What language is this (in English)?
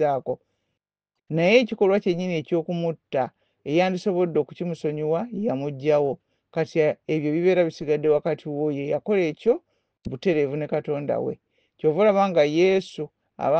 Ganda